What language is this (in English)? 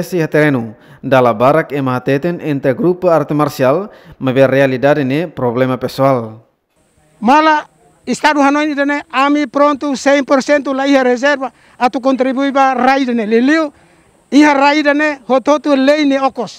Tetum